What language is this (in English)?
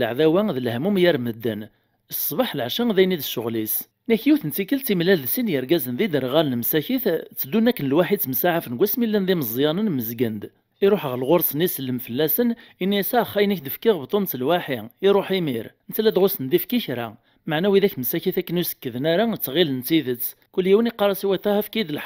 Kabyle